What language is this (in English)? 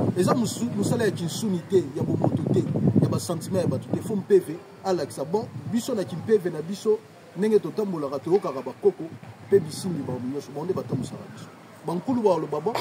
Lingala